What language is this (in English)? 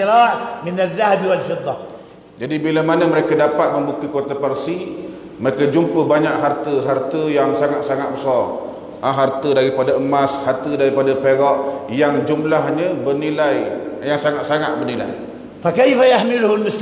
Malay